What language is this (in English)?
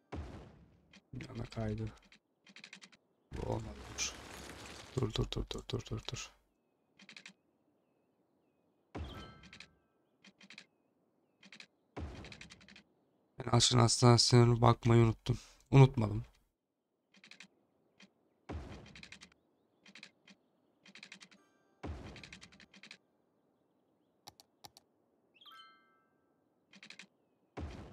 Turkish